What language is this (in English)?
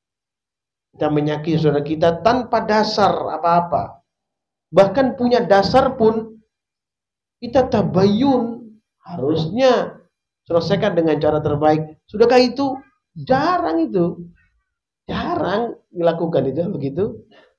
Indonesian